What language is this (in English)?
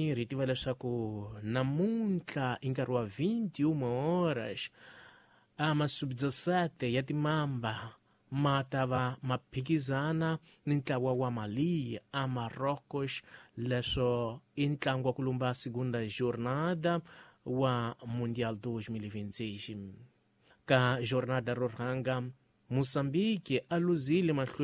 Tsonga